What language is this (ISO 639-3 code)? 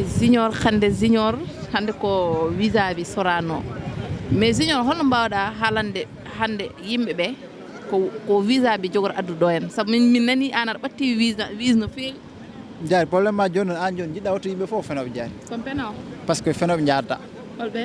ful